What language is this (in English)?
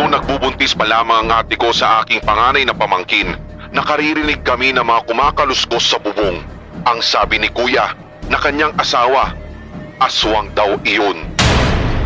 Filipino